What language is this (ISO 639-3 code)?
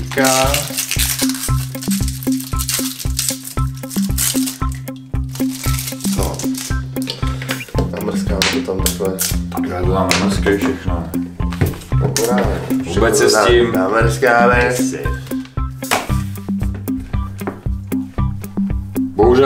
ces